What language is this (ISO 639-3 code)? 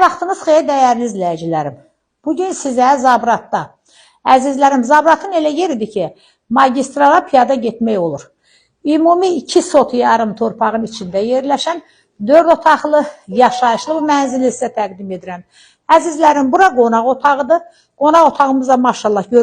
aze